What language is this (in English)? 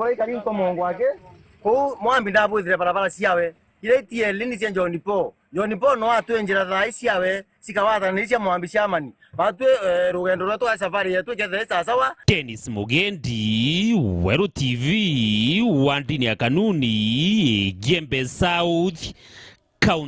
Meru